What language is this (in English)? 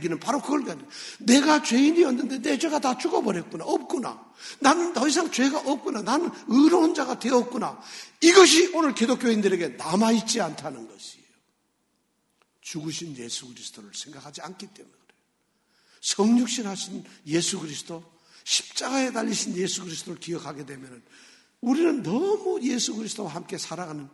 Korean